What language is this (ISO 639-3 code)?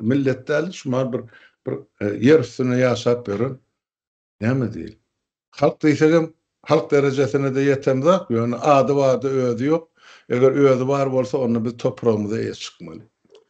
tuk